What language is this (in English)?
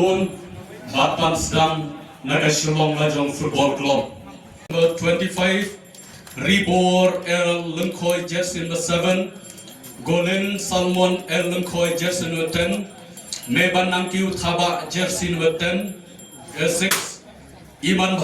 Khasi